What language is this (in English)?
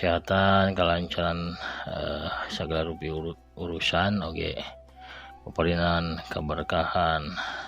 Sundanese